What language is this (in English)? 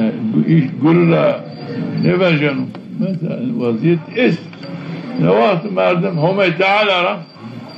Zaza